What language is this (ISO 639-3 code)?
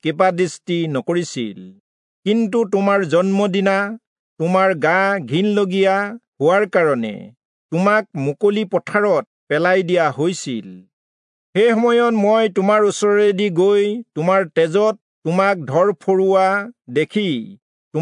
asm